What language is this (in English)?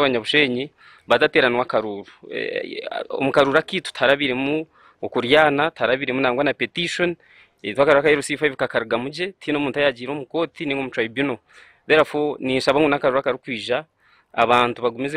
Nyankole